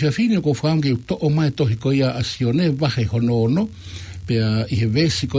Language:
Tongan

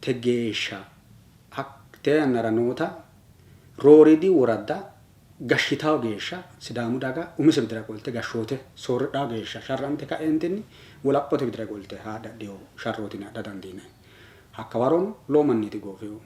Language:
Sidamo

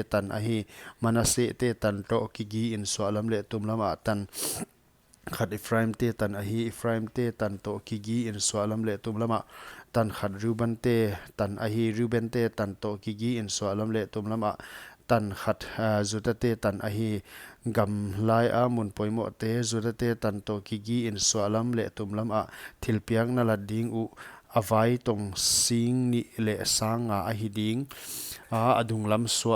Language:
Paite Chin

